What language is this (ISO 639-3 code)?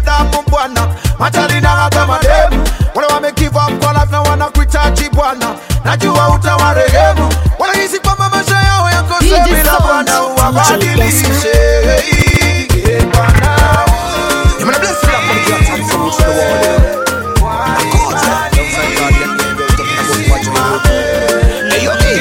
swa